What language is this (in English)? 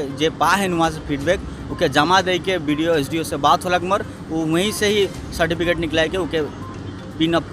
Sadri